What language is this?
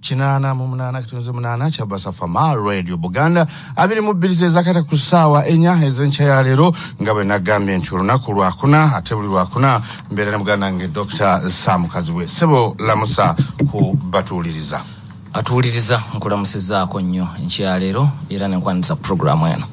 Ganda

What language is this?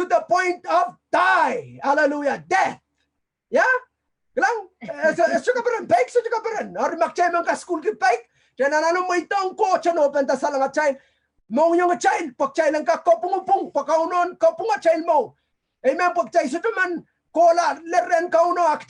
Pohnpeian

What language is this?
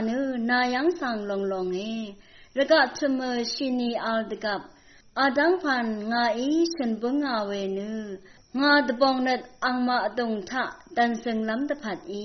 Rawang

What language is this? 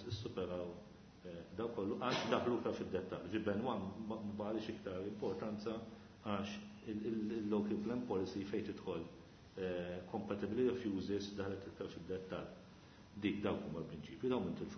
Maltese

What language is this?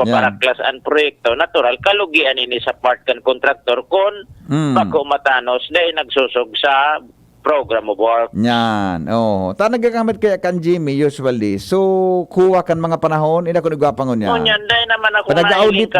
Bikol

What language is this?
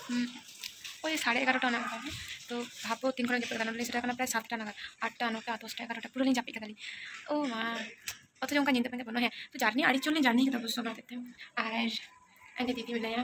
Santali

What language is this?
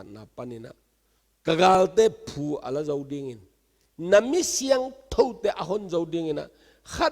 Tedim Chin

